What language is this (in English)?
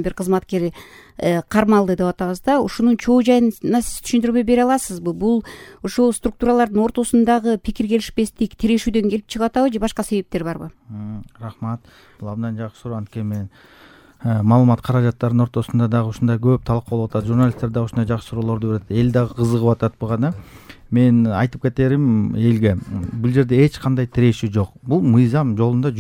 Kyrgyz